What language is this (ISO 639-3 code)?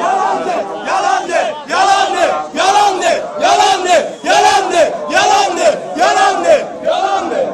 azb